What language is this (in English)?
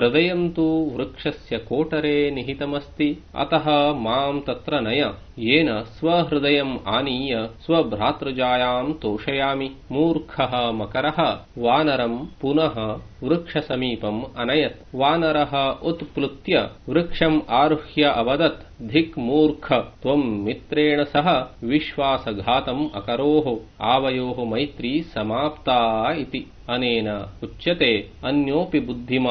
Sanskrit